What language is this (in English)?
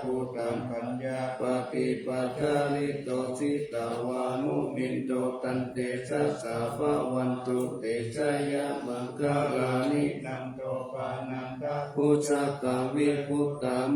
Pali